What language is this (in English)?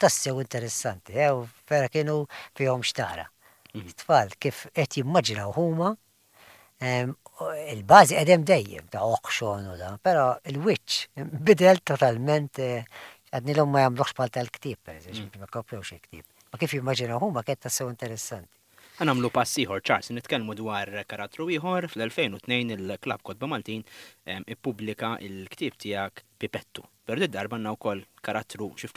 Maltese